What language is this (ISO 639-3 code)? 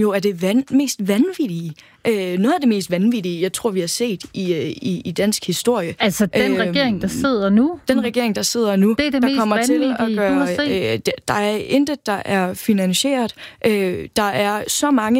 dan